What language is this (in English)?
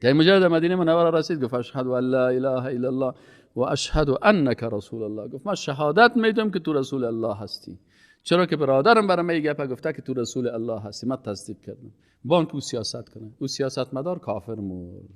Persian